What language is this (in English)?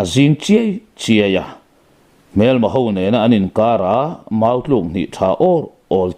Mizo